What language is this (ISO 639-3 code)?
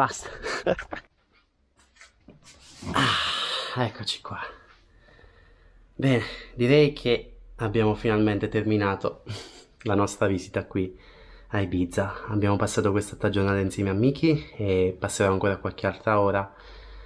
ita